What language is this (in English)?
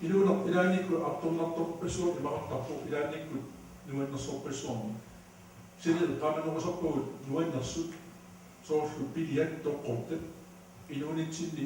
Kalaallisut